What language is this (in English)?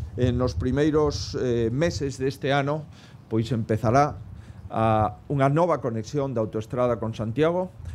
Galician